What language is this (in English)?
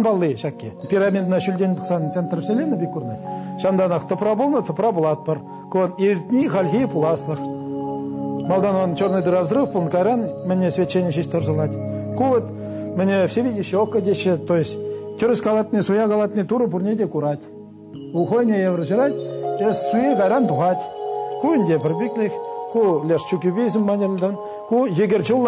Chuvash